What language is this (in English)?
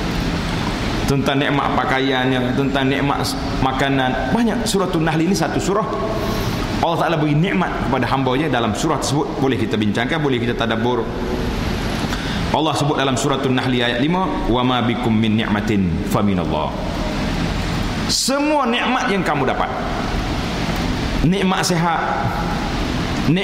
Malay